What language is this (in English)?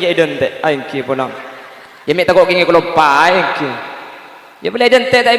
Madurese